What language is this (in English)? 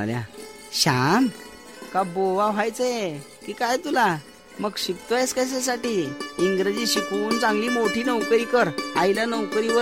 Marathi